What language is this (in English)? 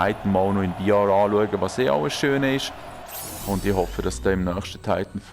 Swiss German